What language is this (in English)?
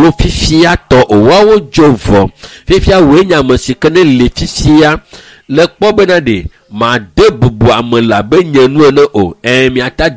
Ewe